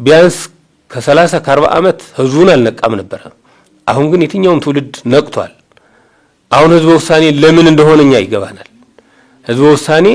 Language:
Amharic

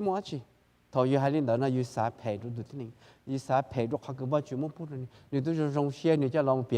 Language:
Hmong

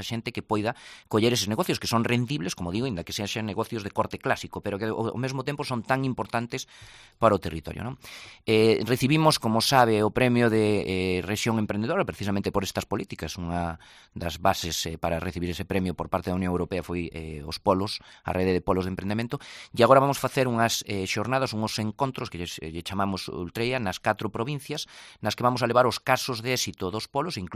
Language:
Galician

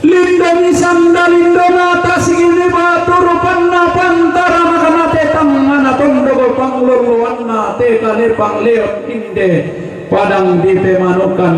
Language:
Toraja-Sa'dan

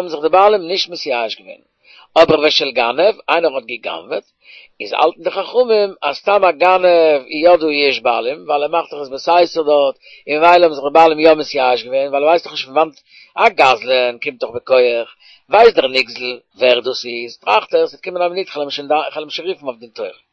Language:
Yiddish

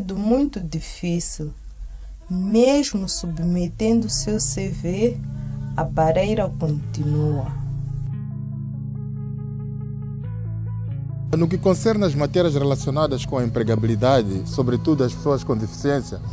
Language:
Portuguese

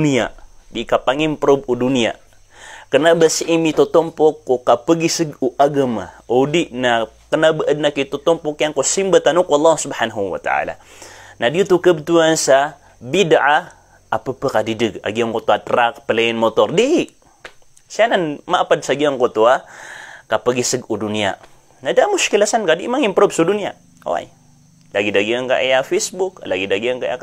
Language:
Maranao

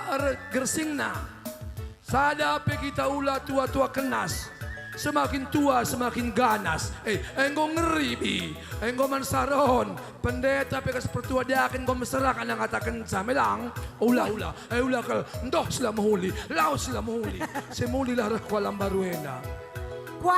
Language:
Batak Karo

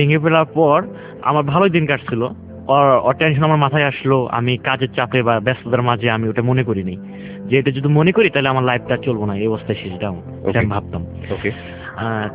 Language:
Bangla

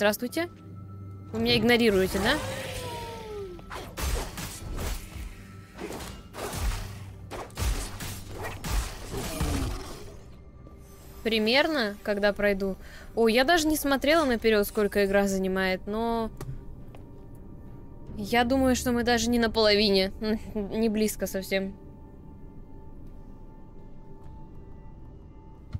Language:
Russian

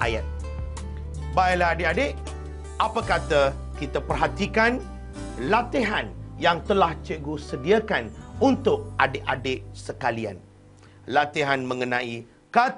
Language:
Malay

